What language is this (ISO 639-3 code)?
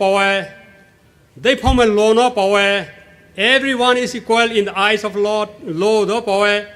pmx